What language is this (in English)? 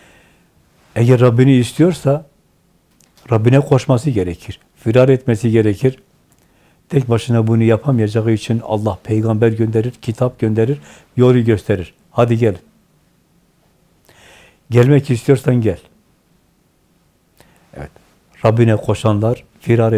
Turkish